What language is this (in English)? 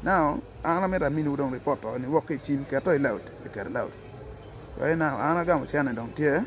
Acoli